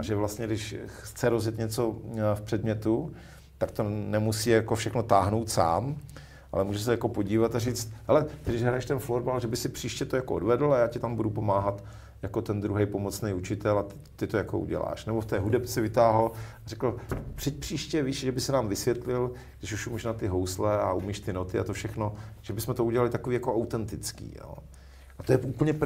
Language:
Czech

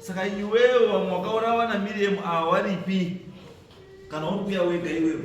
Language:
Shona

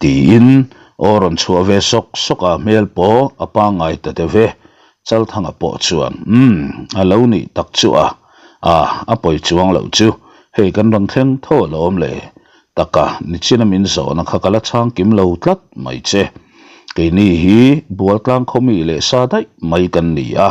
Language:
Mizo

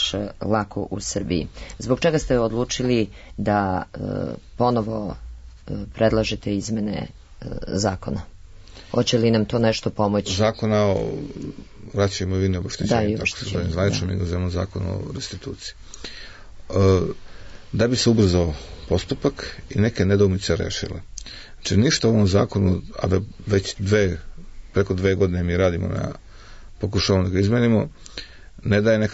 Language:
Serbian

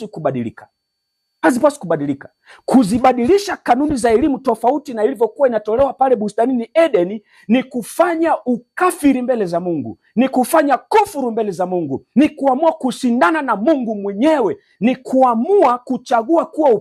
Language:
Swahili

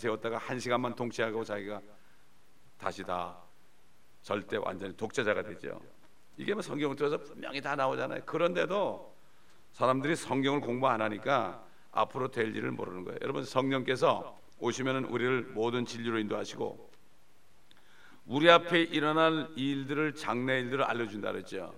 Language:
Korean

